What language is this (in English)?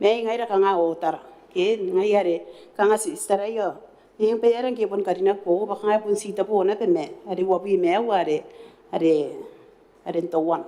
Gilbertese